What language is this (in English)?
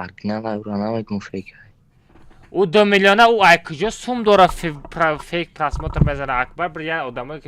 Tajik